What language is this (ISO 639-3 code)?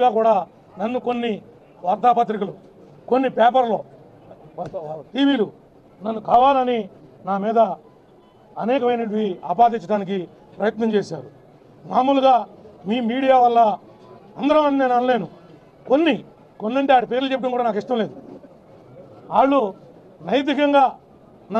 tel